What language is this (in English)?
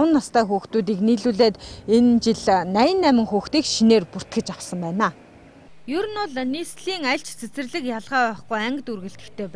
Mongolian